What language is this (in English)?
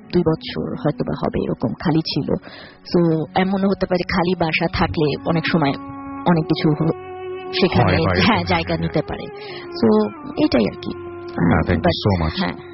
Bangla